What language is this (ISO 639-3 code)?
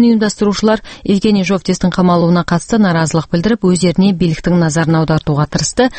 kaz